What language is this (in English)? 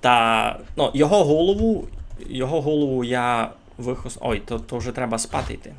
Rusyn